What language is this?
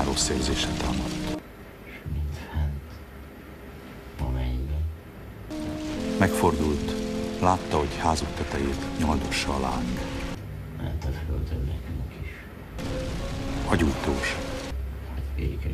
Hungarian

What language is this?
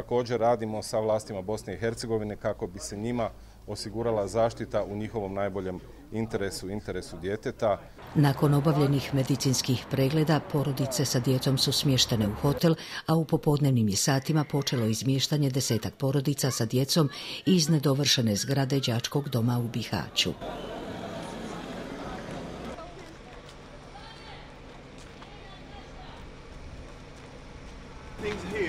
Bosnian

